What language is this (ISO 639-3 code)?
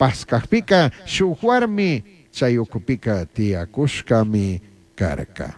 qug